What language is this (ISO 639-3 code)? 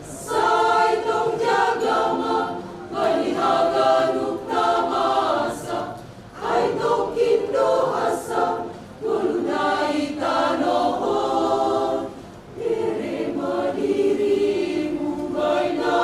bts